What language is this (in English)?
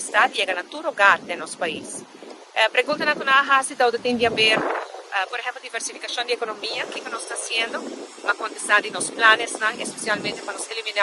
Papiamento